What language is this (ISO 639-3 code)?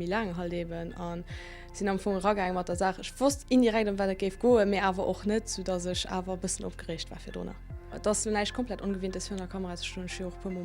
ltz